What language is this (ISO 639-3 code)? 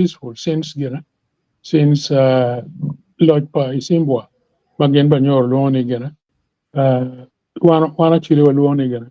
ach